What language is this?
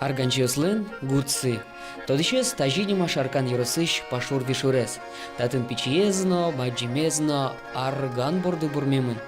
Udmurt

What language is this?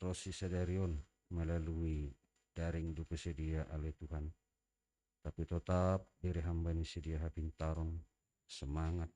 Batak Simalungun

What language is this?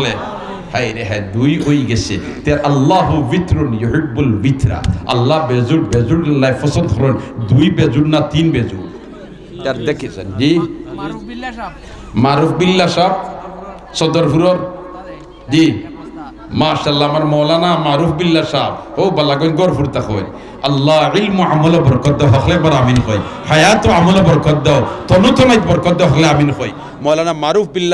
Sylheti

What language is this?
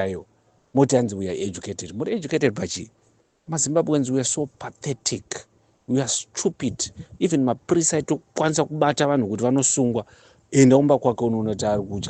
Shona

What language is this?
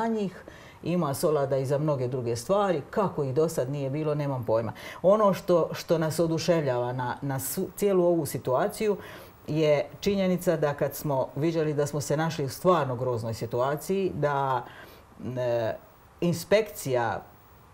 Croatian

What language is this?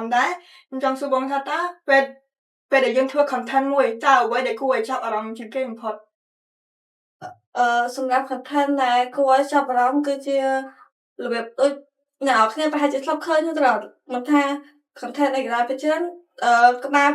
Khmer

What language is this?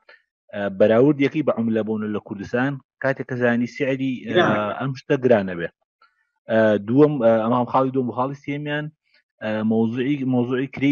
Central Kurdish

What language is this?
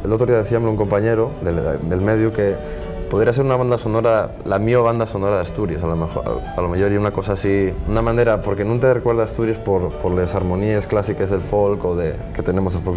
Asturian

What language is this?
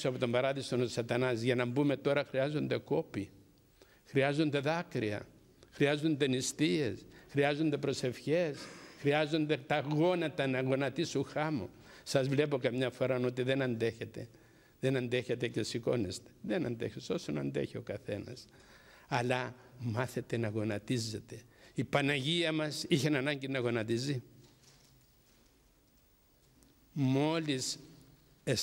Greek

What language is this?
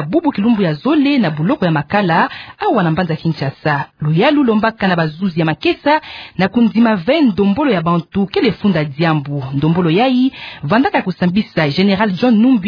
Kituba (Democratic Republic of Congo)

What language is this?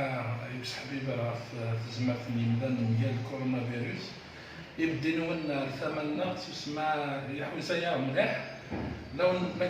Kabyle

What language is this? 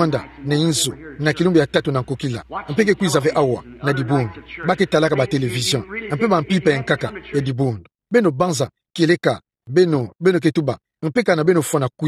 Kituba (Democratic Republic of Congo)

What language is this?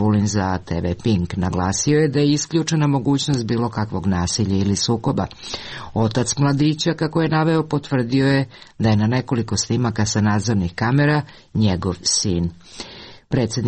Serbian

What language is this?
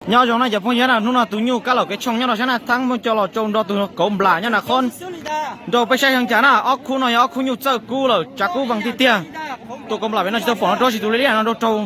Hmong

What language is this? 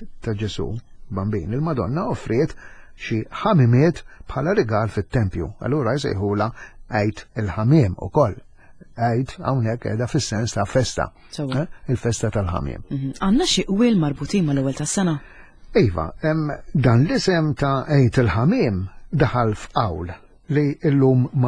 Maltese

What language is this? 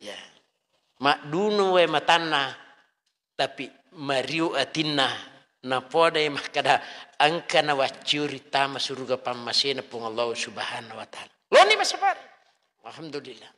Buginese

